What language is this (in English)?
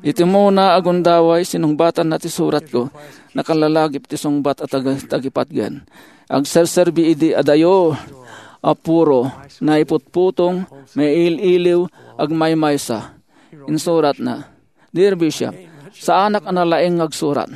Iloko